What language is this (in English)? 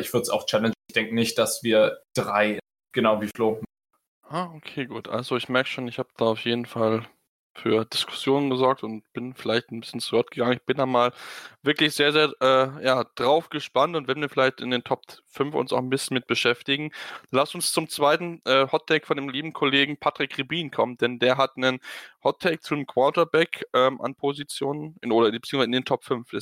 German